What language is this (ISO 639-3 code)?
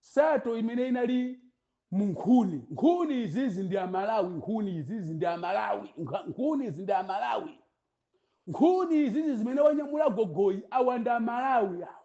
nya